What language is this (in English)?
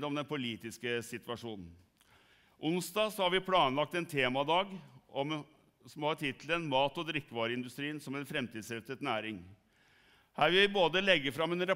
Norwegian